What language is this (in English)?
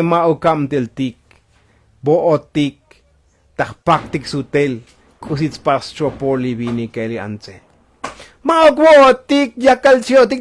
Tzotzil